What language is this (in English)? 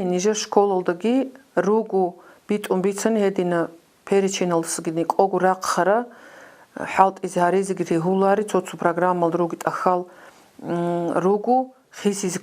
Avaric